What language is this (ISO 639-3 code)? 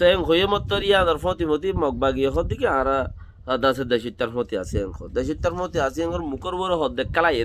rhg